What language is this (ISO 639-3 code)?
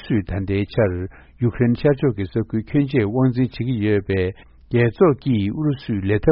bod